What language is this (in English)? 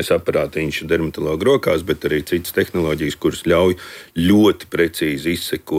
Latvian